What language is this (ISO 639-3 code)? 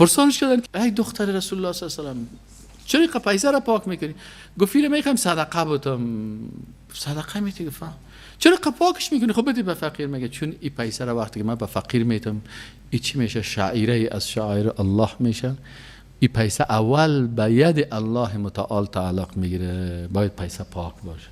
fas